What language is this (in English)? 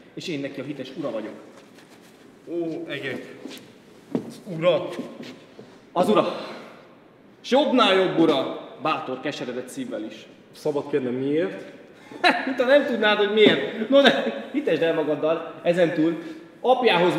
Hungarian